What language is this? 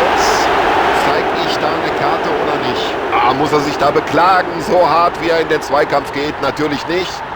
Bavarian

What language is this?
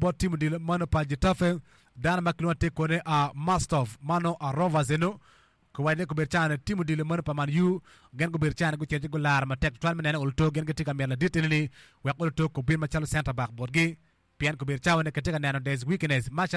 Acoli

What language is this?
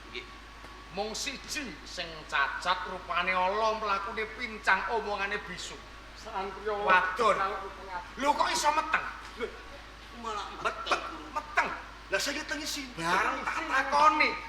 Javanese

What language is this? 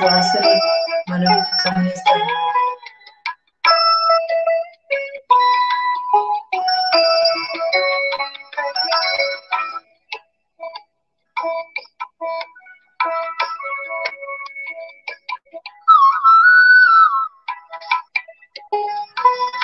Telugu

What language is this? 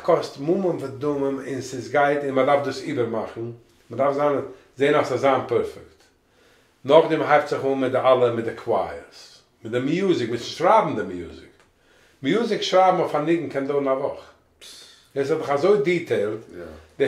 Yiddish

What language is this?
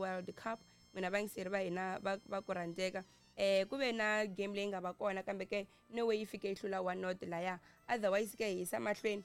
Tsonga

